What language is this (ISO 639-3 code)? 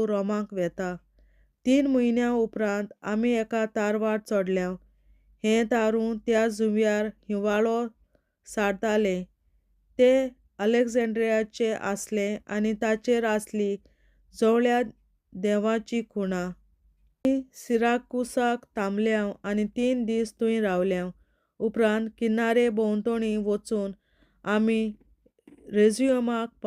kok